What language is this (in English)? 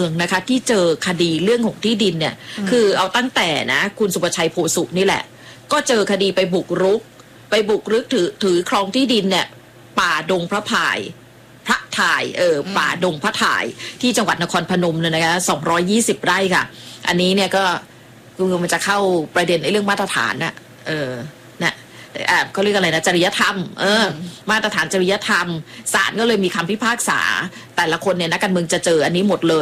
Thai